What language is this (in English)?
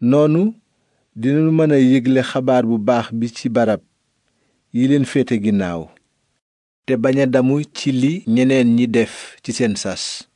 Wolof